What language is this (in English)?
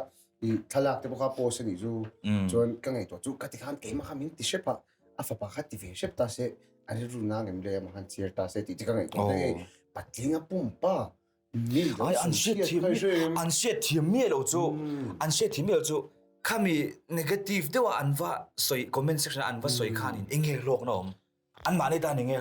Mizo